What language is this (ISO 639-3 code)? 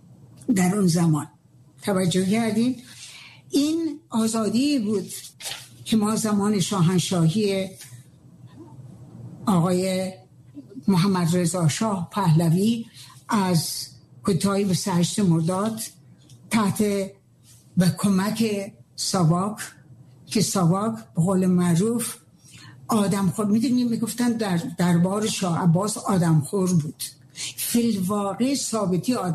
fas